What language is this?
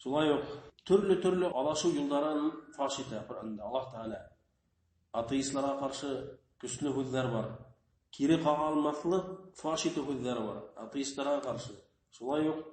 Bashkir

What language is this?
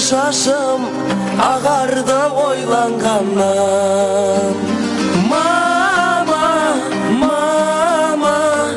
Kara-Kalpak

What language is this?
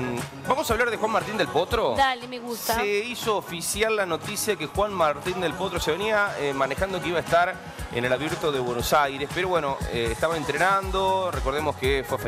Spanish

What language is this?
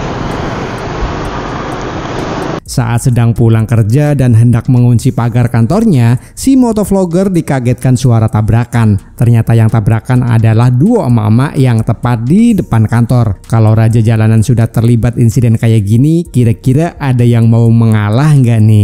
Indonesian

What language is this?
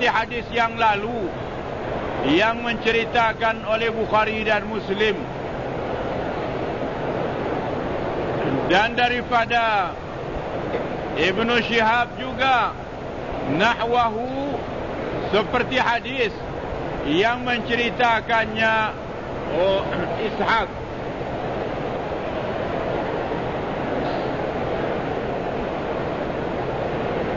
Malay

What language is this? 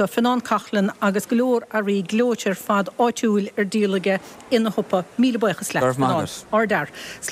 Irish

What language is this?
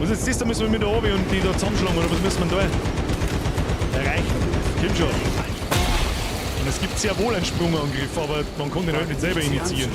Bavarian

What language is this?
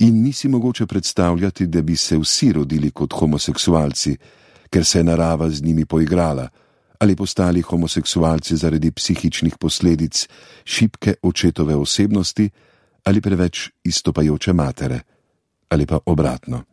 Slovenian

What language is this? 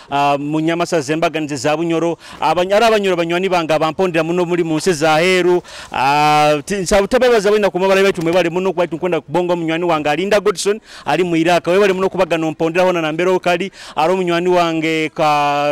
Nyoro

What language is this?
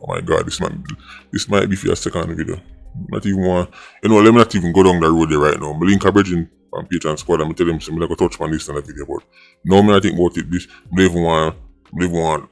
Jamaican Creole English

